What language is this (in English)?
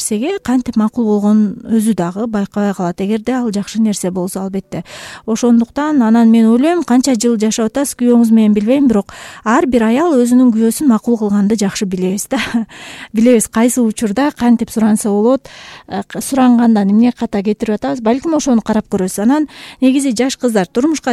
Kyrgyz